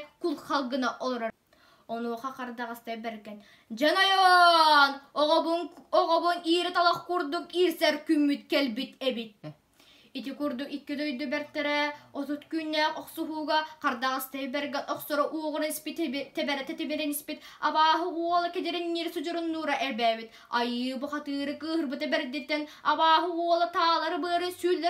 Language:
Yakut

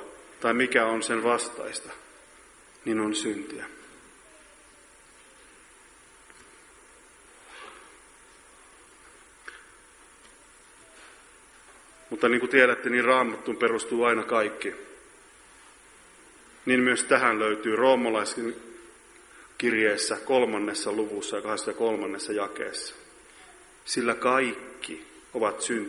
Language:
Finnish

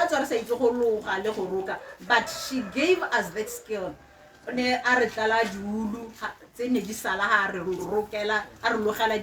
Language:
Tswana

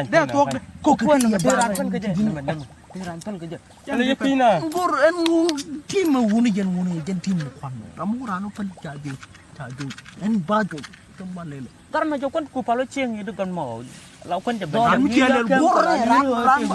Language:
Nuer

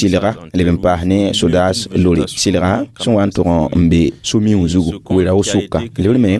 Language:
Mossi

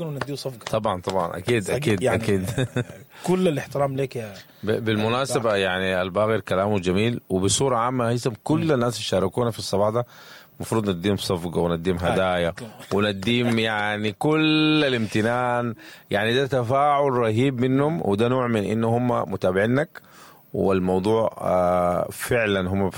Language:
Sudanese Arabic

